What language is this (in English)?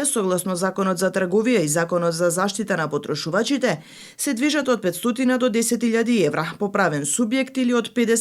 Macedonian